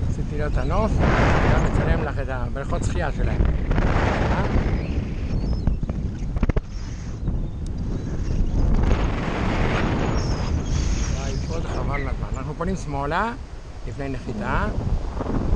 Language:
Hebrew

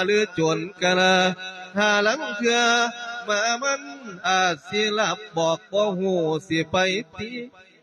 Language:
Lao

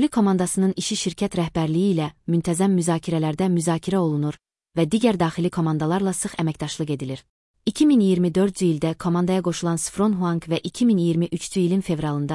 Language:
Azerbaijani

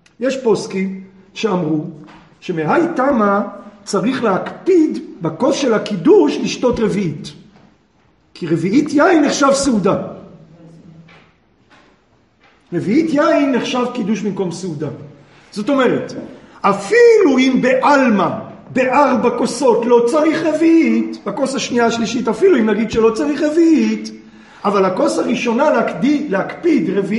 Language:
Hebrew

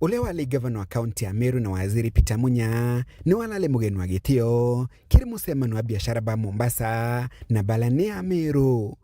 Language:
Meru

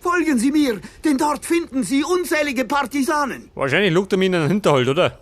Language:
Bavarian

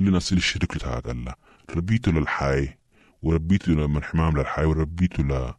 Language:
Sudanese Arabic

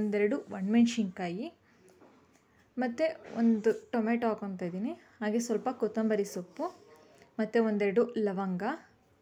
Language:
Kannada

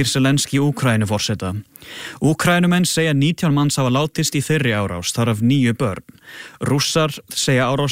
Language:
Icelandic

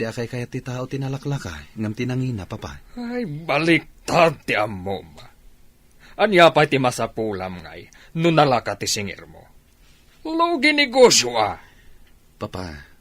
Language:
Iloko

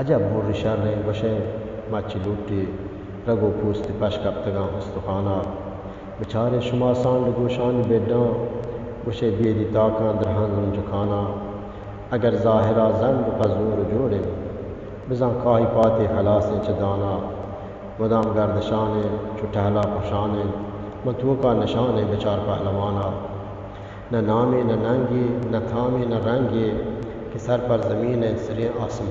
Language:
Eastern Balochi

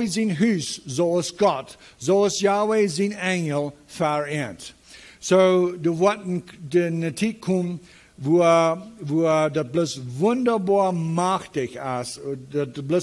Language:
Plautdietsch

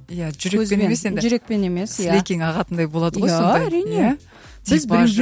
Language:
Kazakh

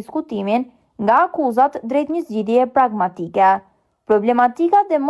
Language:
Albanian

